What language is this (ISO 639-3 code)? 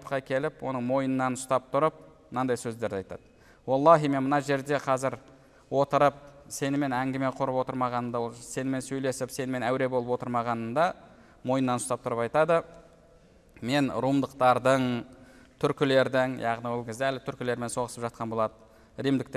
kaz